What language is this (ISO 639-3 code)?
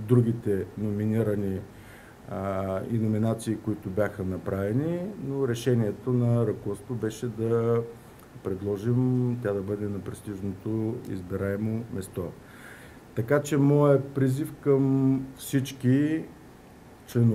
bul